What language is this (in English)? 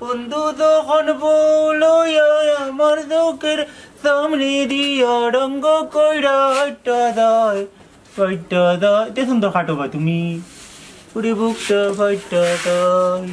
Sylheti